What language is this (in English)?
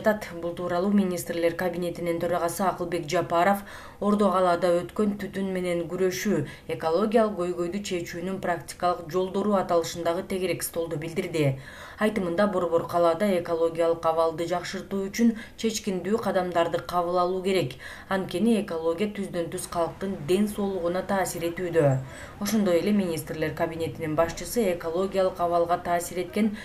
Kyrgyz